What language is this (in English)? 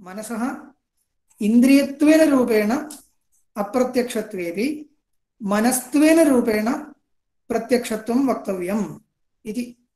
Sanskrit